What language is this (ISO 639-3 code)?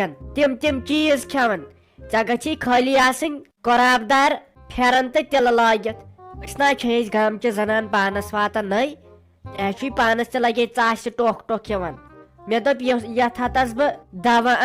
kas